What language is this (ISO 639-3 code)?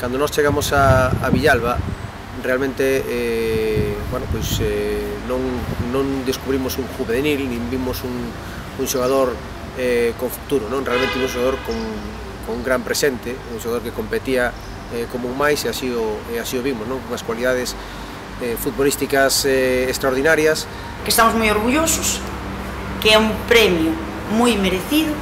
glg